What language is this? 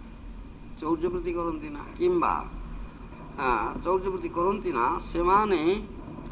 Odia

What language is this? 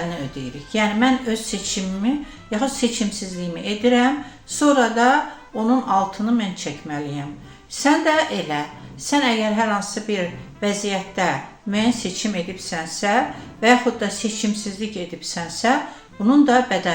Azerbaijani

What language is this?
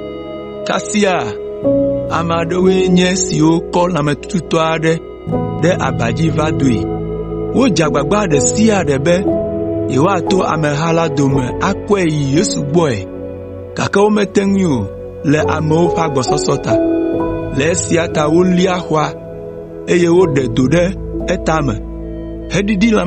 Ewe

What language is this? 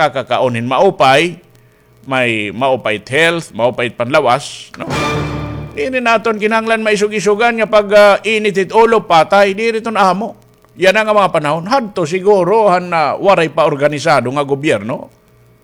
Waray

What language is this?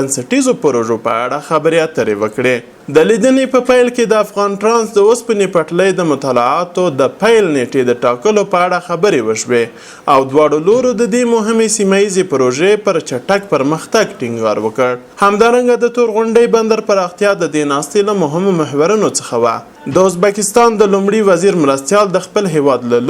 Pashto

